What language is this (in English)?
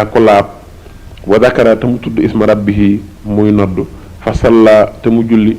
Wolof